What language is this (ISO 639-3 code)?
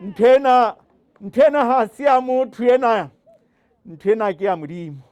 sot